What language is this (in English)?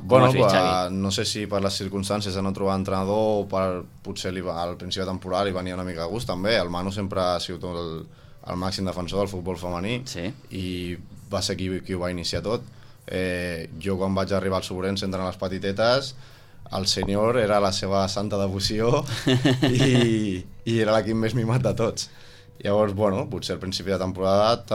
Catalan